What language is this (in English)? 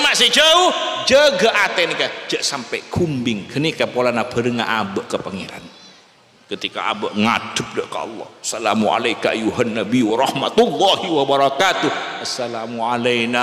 Madurese